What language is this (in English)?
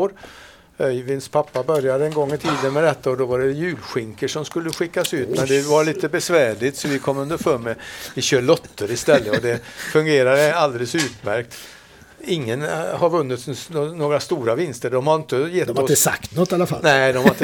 Swedish